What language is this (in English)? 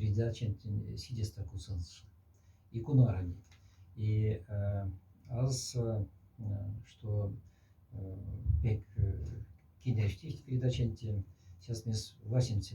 Moksha